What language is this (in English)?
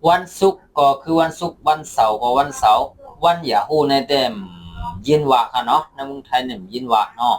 Shan